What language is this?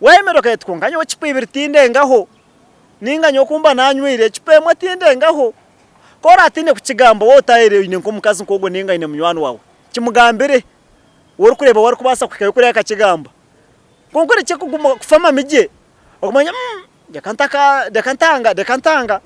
Nyankole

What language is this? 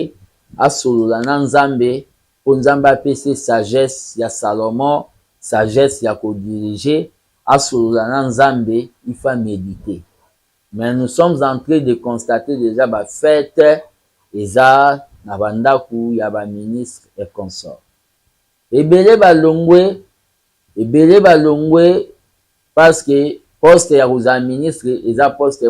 Lingala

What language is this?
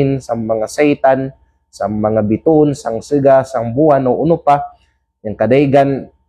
Kalagan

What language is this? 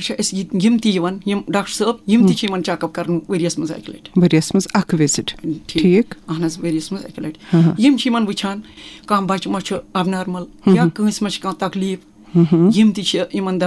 Kashmiri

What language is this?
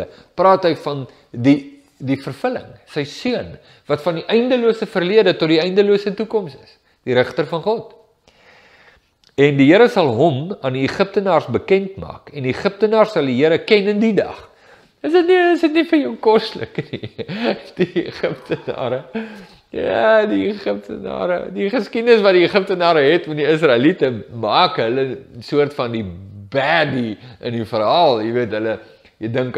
Afrikaans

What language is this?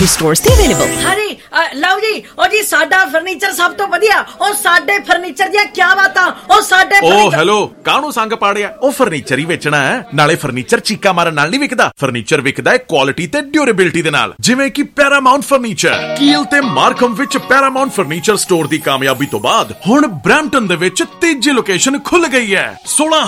Punjabi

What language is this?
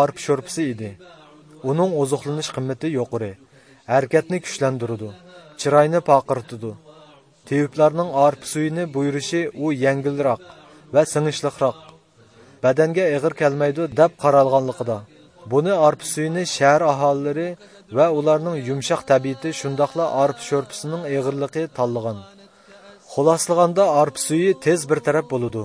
Uyghur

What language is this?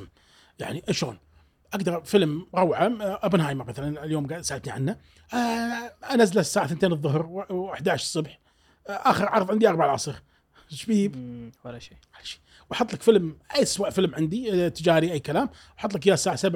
Gulf Arabic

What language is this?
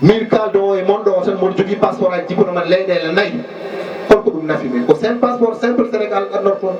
Fula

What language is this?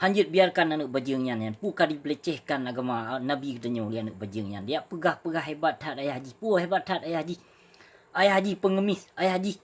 Achinese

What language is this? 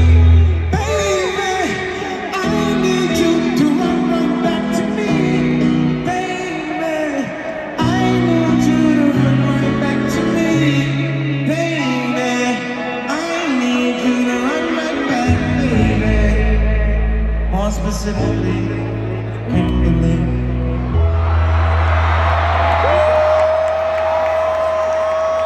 English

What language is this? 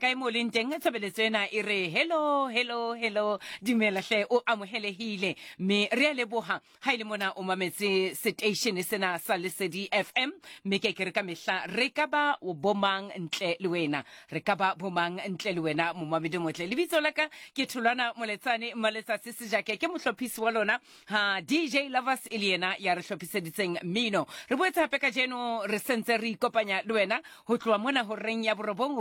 Southern Sotho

